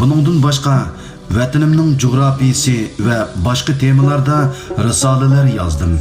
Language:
Uyghur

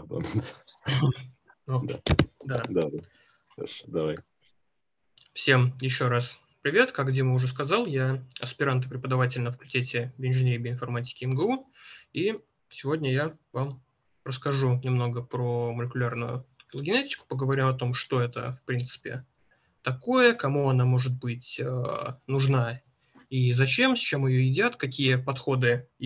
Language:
Russian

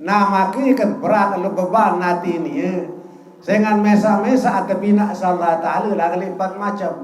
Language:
Sasak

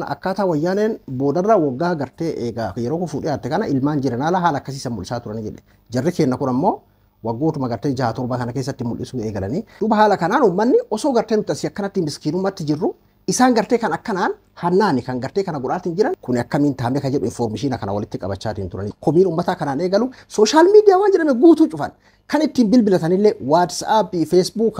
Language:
Oromo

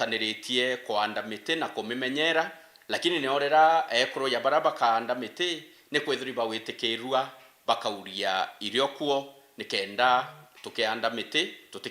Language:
Meru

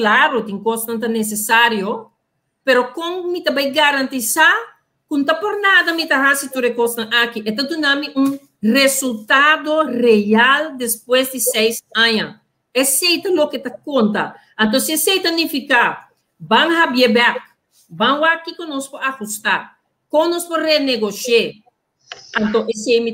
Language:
Papiamento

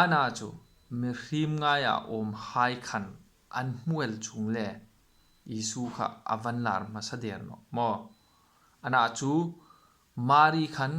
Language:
Hmar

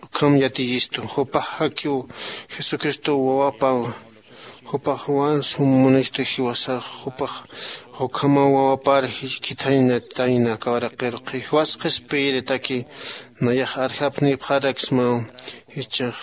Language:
Aymara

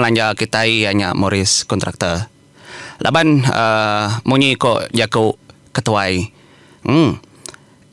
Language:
Iban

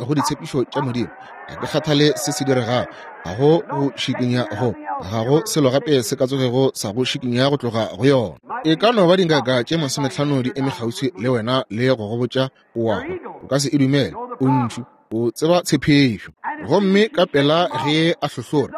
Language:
Northern Sotho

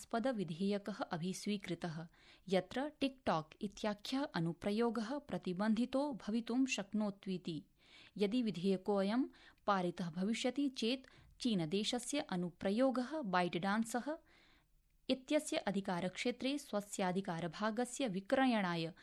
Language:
Sanskrit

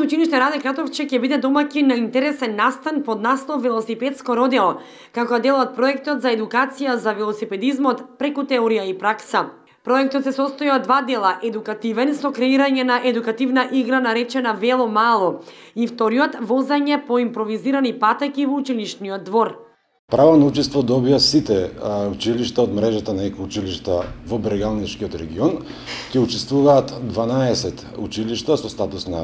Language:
Macedonian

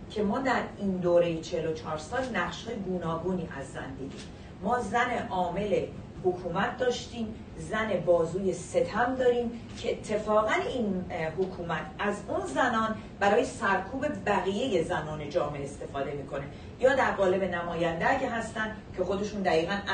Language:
Persian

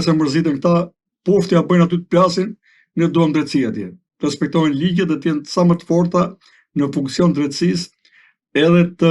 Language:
Albanian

